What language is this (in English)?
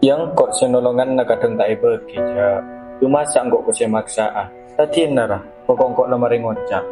Madurese